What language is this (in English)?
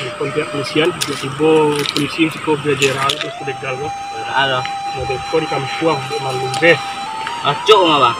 Minangkabau